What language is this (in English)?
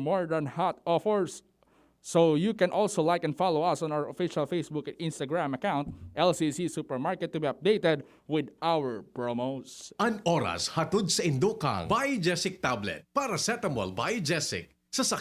Bikol